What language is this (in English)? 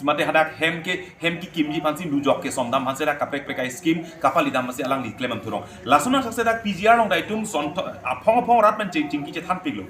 Karbi